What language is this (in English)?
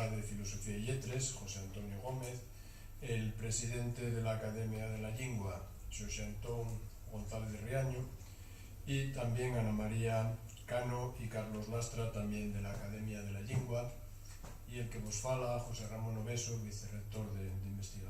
Asturian